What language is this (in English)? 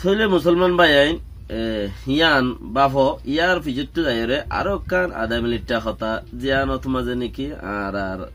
Rohingya